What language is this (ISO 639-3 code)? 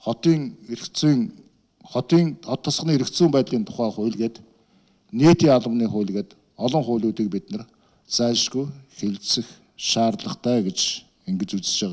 mon